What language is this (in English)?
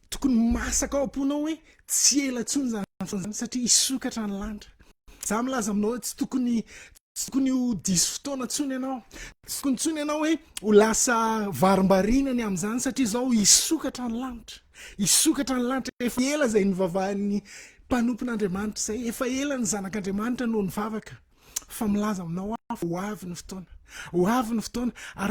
Malagasy